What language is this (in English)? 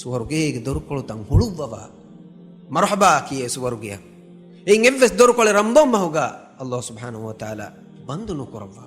Divehi